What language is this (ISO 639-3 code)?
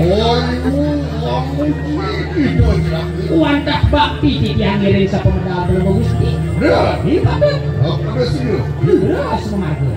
ban